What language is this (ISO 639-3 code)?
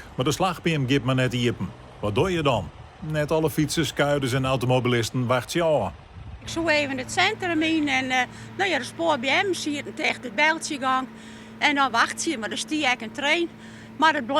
fry